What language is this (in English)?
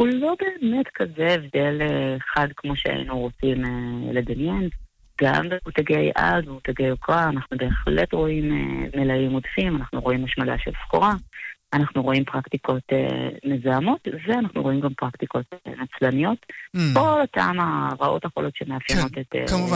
Hebrew